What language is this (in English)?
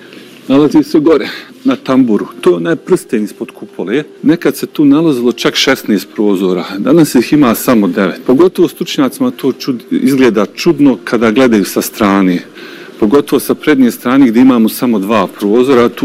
Bosnian